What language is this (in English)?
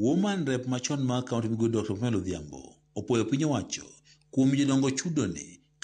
Luo (Kenya and Tanzania)